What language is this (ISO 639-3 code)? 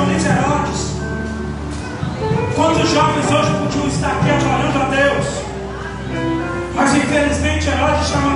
por